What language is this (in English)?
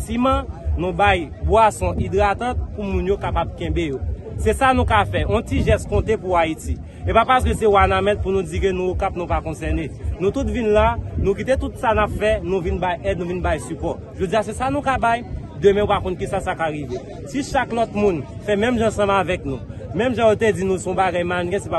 Haitian Creole